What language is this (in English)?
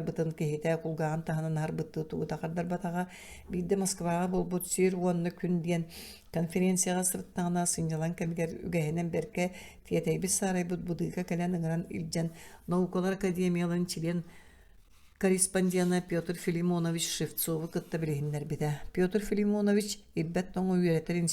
Yakut